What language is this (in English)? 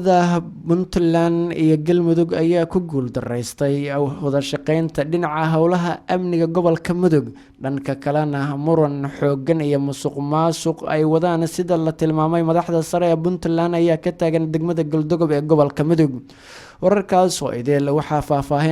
Somali